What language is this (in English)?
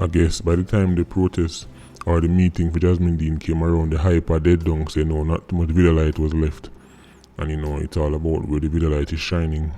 Jamaican Creole English